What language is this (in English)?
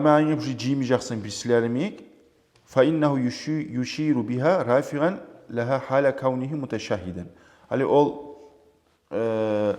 Kumyk